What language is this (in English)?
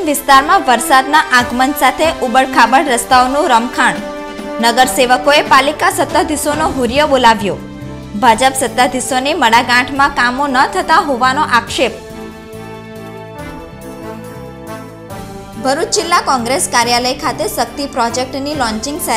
Gujarati